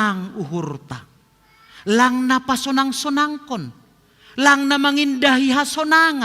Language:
Batak Simalungun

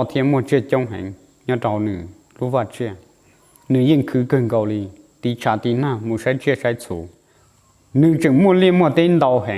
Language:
Hmong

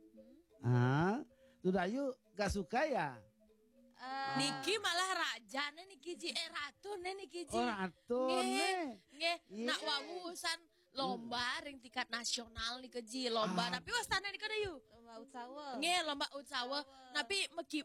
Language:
Balinese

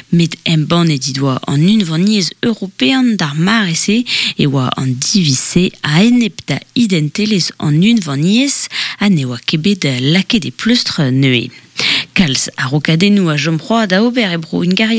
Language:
Breton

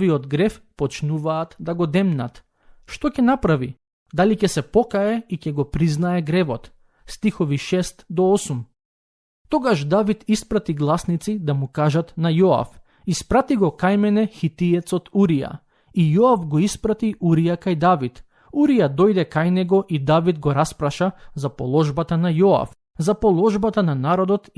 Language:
Macedonian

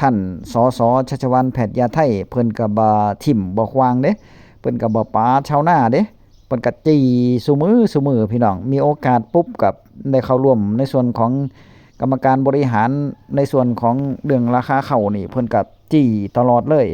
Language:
Northeastern Thai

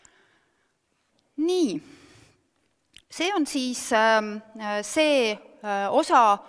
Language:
Estonian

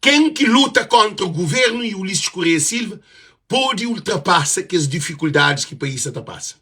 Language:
Kabuverdianu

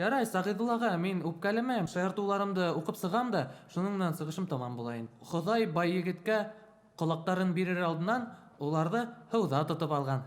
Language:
Bashkir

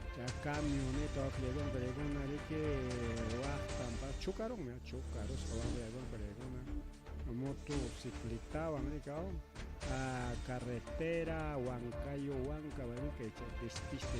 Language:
Ayacucho Quechua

